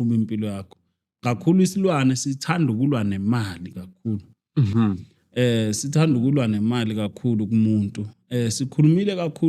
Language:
Zulu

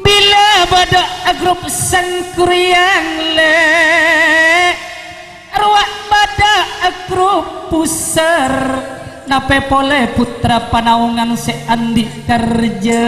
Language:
Madurese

